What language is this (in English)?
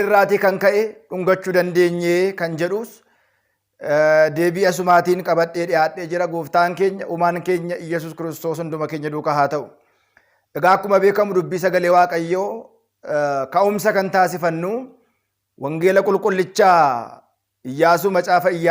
Oromo